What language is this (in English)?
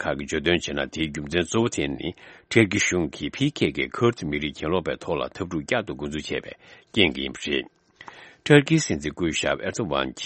Tibetan